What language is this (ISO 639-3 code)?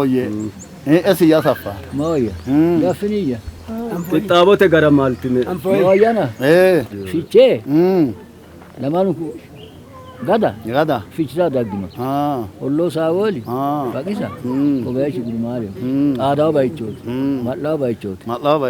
sid